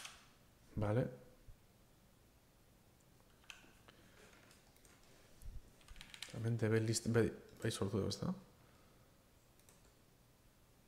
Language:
Basque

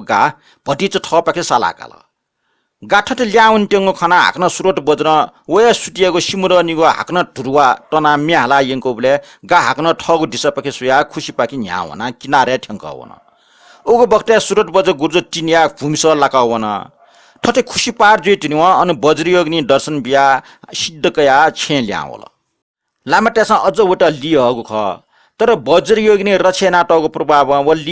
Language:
Newari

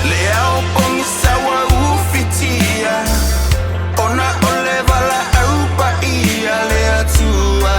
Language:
Samoan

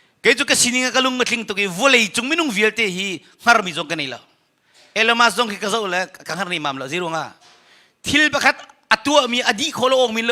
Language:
Hakha Chin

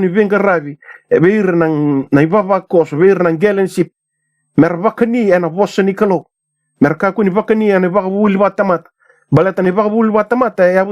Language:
Fijian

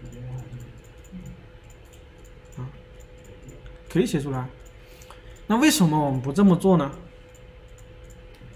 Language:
Chinese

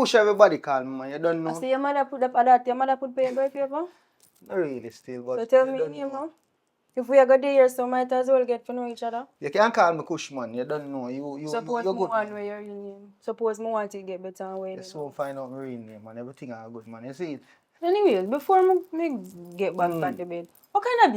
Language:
Jamaican Creole English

